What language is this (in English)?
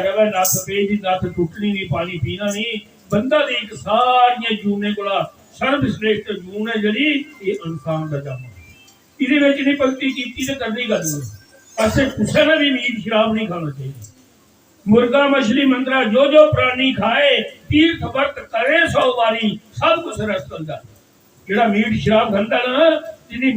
Dogri